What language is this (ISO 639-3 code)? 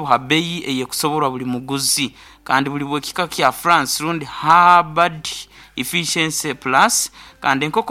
nyn